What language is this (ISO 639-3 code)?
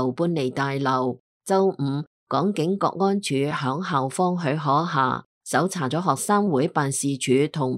yue